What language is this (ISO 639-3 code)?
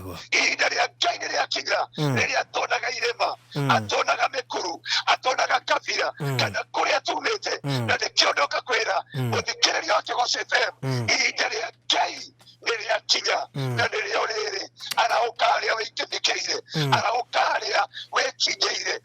kik